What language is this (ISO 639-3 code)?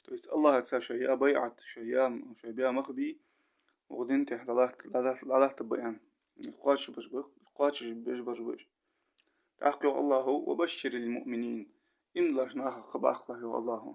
inh